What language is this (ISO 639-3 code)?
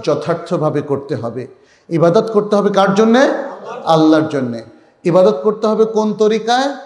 ben